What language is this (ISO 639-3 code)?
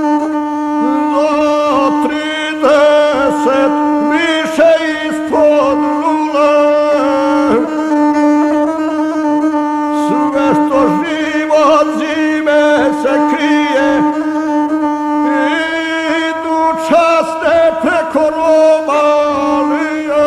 hrv